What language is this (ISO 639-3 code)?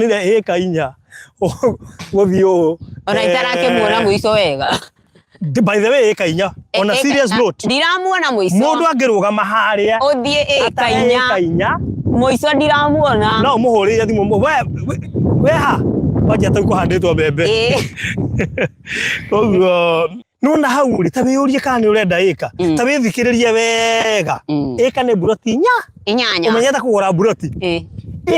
kik